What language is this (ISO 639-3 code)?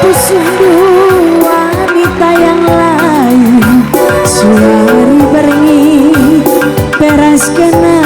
btx